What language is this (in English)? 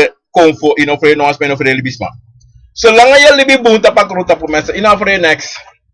Sranan Tongo